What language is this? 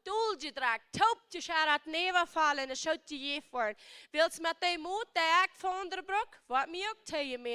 Plautdietsch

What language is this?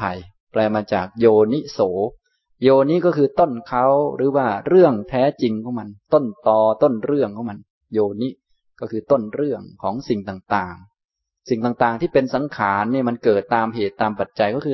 Thai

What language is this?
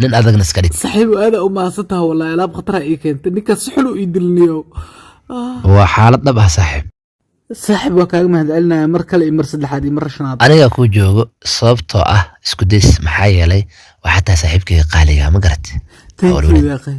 Somali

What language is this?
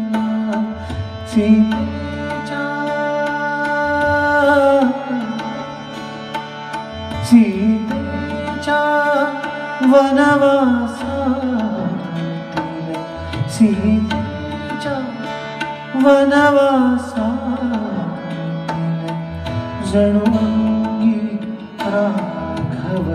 Marathi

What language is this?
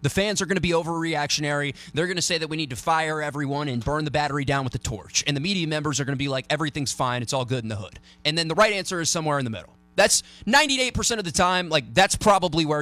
English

